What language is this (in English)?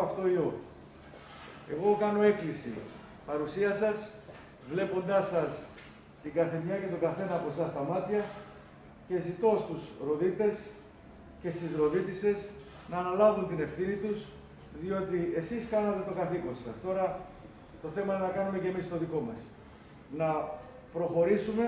Greek